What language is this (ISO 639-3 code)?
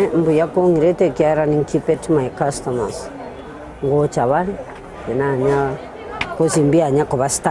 guz